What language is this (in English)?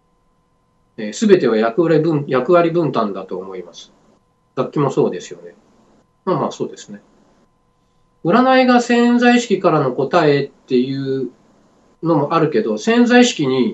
Japanese